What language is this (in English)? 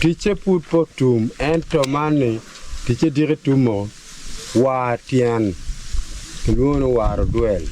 Acoli